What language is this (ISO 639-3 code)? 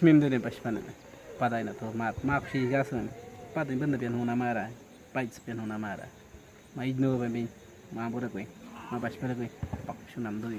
kwi